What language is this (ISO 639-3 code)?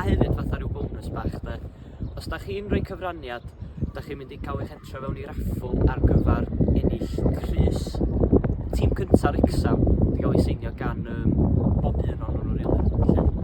cym